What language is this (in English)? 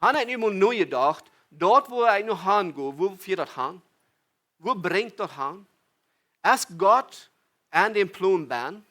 Plautdietsch